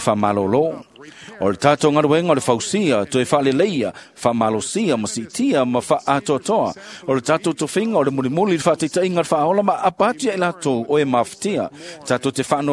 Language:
Samoan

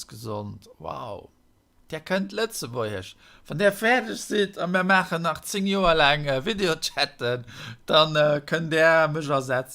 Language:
Luxembourgish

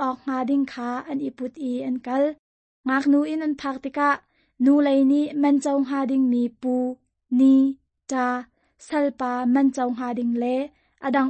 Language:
Hakha Chin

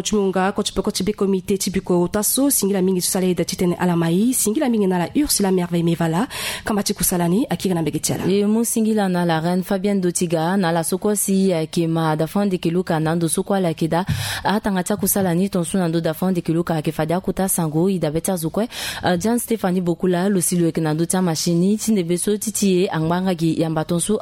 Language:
Sango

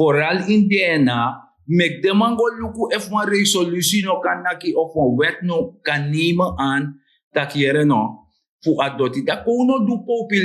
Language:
Sranan Tongo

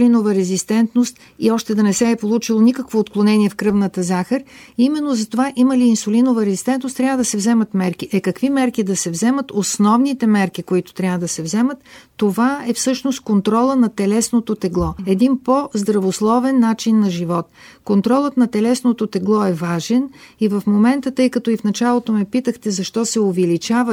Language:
Bulgarian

